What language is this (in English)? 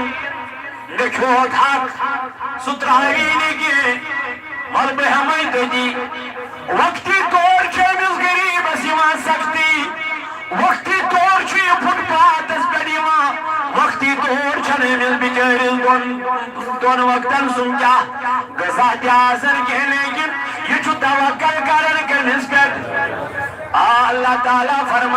Kashmiri